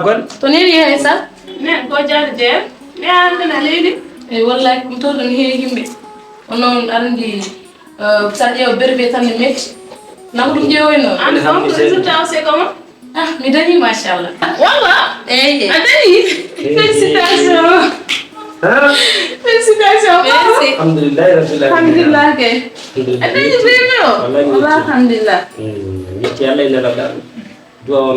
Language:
Fula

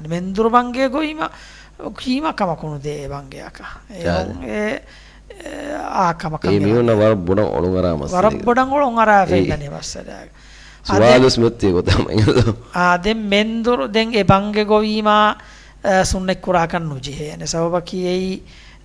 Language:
Divehi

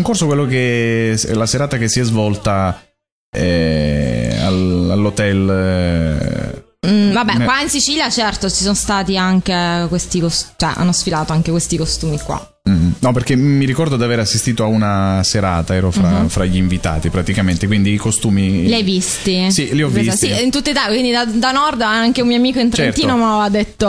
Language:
Italian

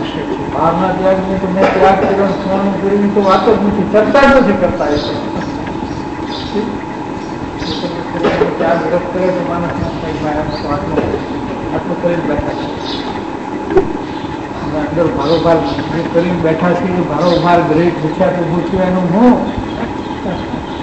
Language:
Gujarati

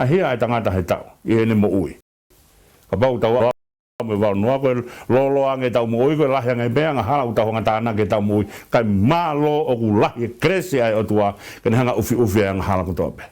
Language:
Tongan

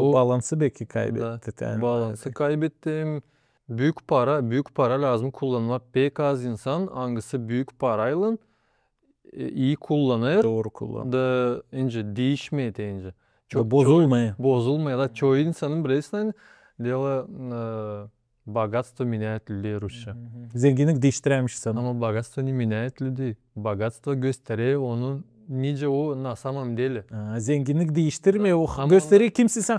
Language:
Gagauz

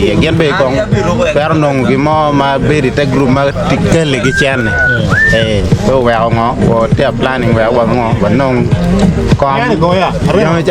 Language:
Acoli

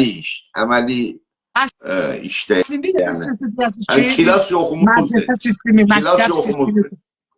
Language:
South Azerbaijani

